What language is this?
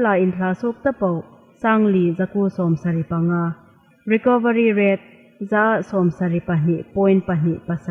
Hmar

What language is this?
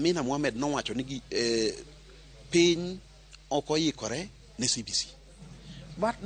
Luo (Kenya and Tanzania)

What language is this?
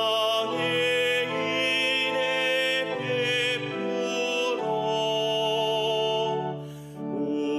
Korean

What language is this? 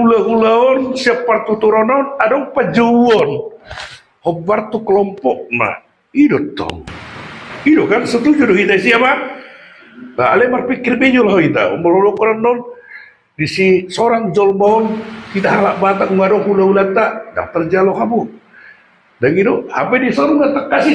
Batak Toba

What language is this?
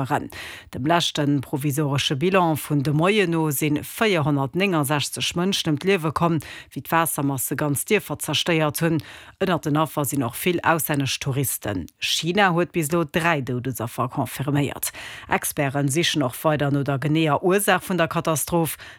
Luxembourgish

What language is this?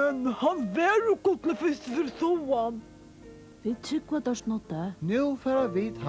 Faroese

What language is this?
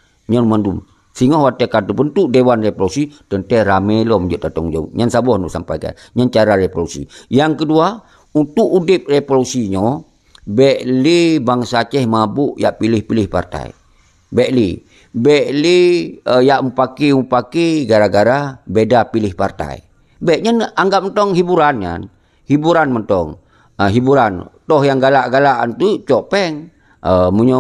Achinese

